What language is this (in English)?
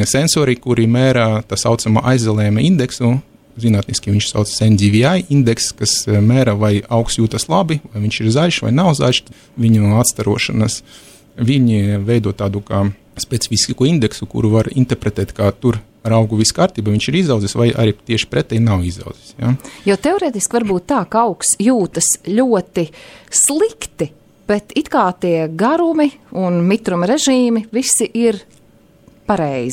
Latvian